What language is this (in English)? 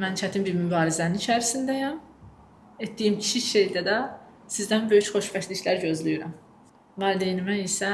Azerbaijani